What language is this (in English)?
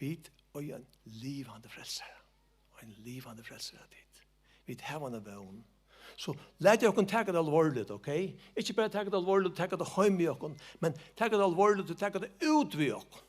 Faroese